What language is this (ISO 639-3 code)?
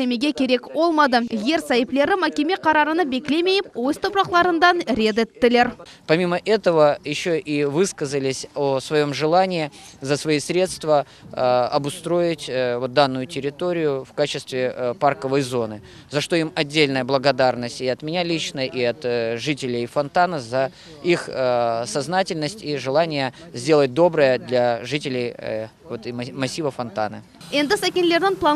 crh